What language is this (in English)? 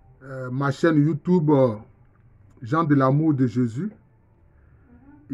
French